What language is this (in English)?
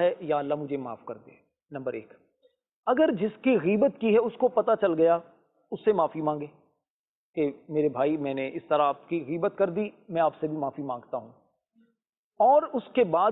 Urdu